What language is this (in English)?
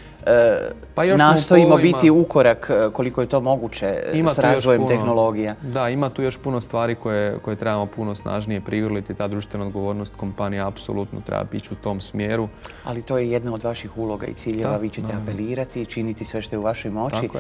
Croatian